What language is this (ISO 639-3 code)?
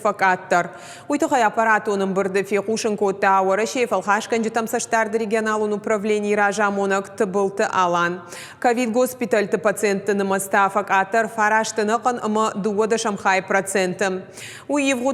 oss